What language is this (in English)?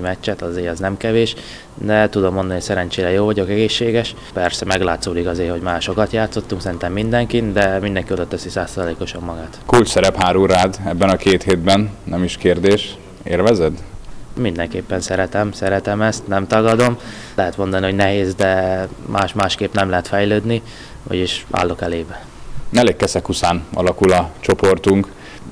Hungarian